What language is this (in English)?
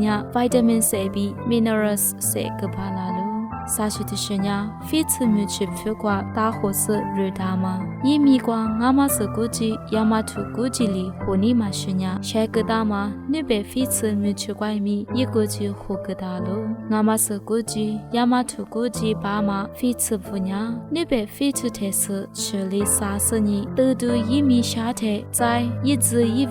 Lisu